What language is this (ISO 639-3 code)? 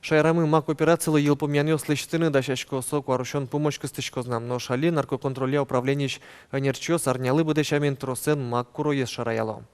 udm